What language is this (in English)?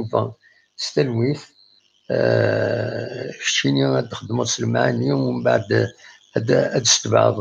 Kabyle